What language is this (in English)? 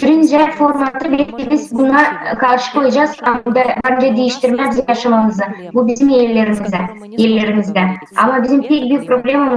Gagauz